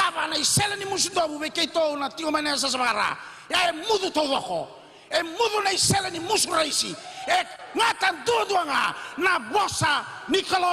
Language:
Fijian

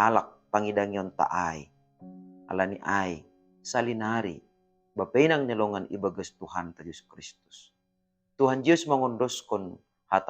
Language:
Batak Simalungun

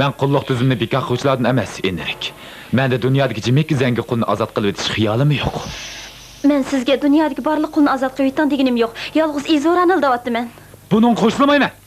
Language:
Uyghur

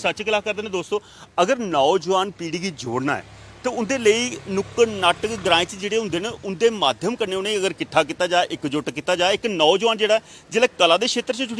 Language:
Dogri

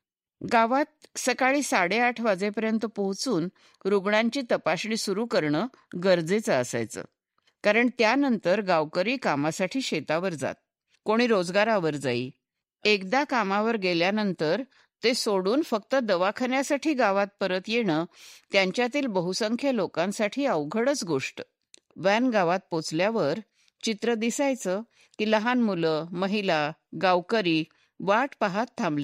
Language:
Marathi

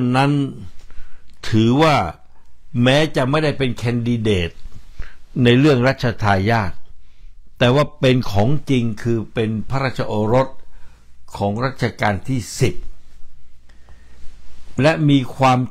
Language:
Thai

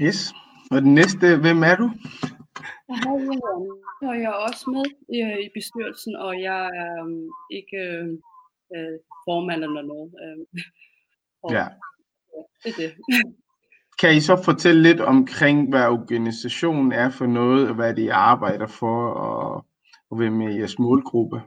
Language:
Danish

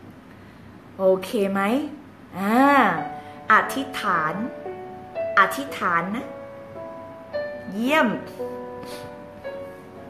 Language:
Thai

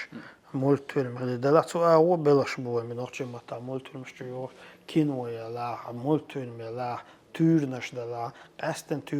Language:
Chechen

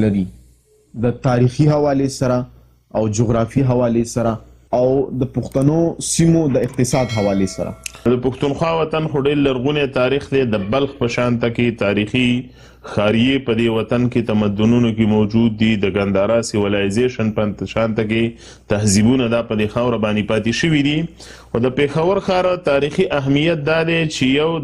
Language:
Pashto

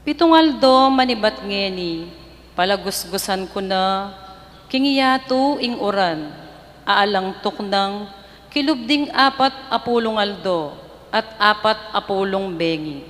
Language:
Pampanga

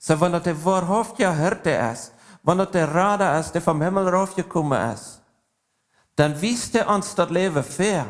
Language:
Plautdietsch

